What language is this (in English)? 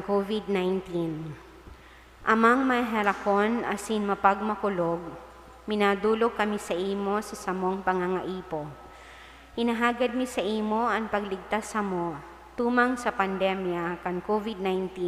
Bikol